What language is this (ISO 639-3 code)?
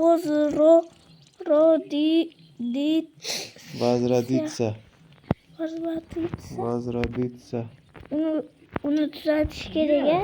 uzb